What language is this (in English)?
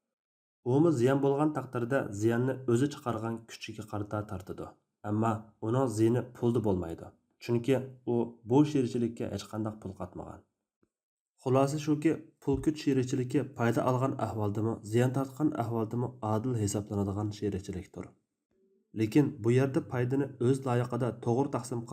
Uyghur